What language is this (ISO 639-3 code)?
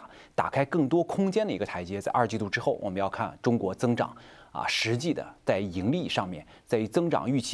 zho